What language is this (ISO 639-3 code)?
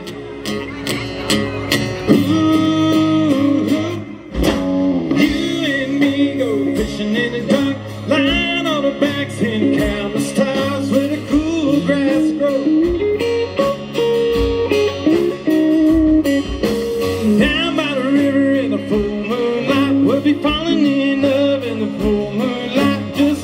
eng